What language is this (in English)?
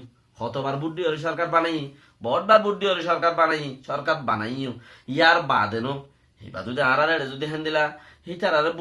Rohingya